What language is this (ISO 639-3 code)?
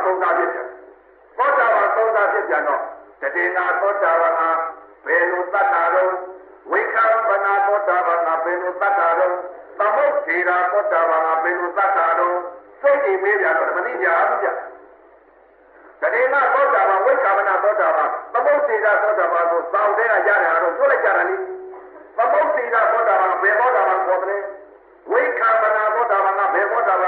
mya